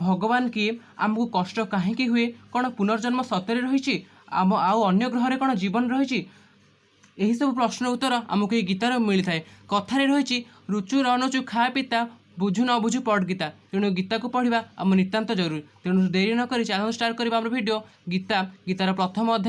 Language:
Odia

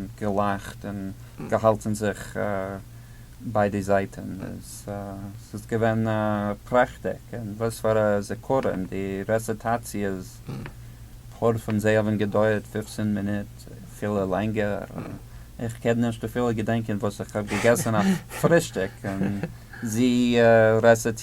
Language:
Yiddish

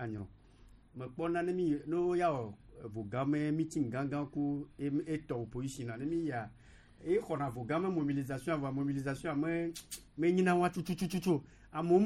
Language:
Gen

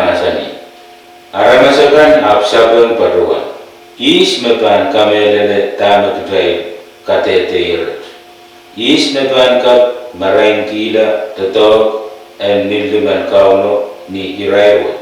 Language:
Pohnpeian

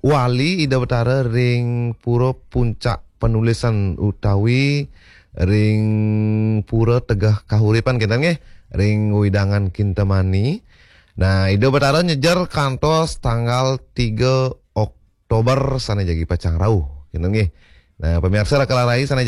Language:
Balinese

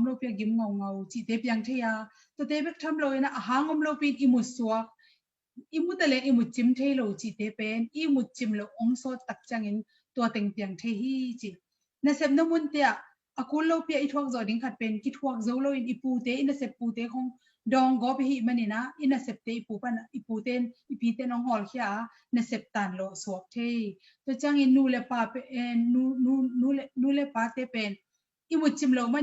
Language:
Tedim Chin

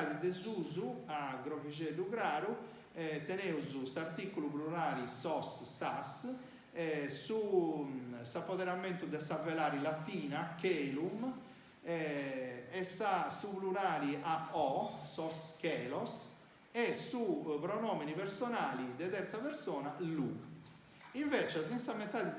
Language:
Sardinian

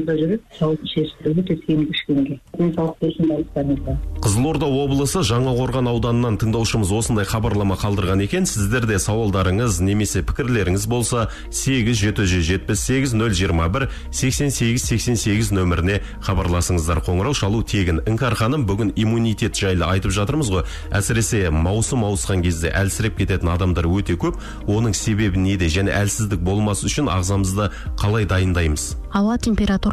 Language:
Kazakh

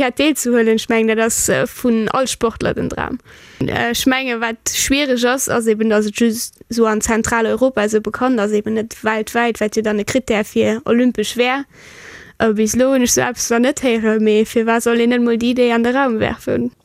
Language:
Luxembourgish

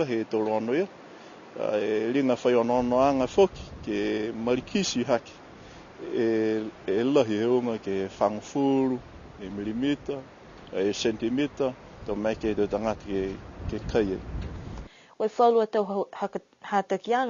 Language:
Niuean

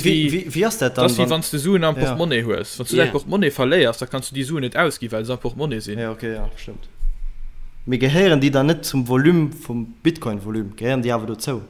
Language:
Luxembourgish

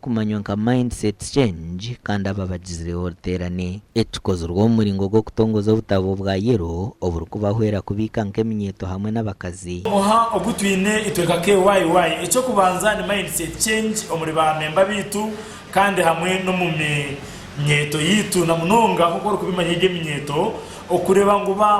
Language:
Nyankole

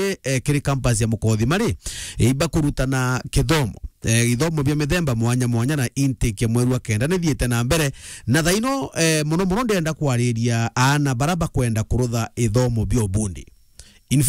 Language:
Meru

